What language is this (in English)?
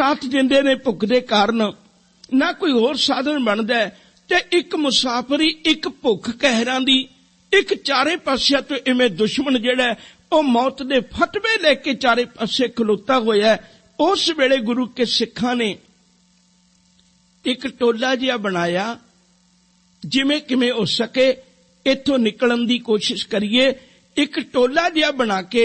Punjabi